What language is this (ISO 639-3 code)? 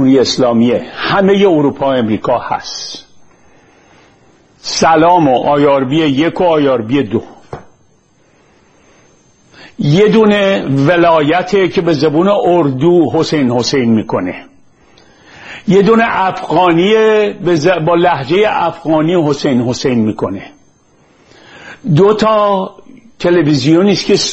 fas